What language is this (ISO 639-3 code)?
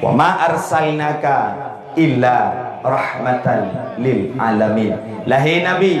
ace